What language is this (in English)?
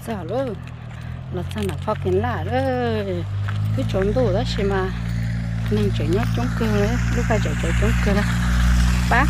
Hmong